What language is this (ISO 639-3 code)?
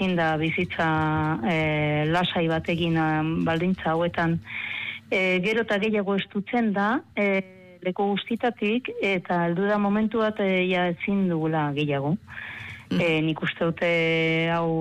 eus